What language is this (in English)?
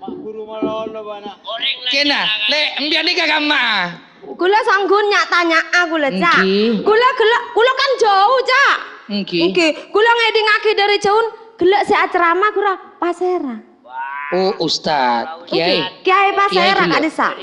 Madurese